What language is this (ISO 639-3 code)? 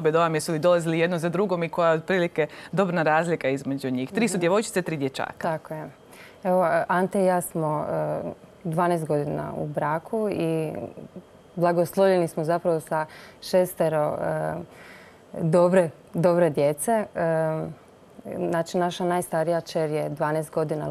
hrv